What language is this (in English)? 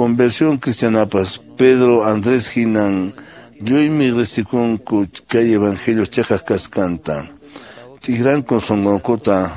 Quechua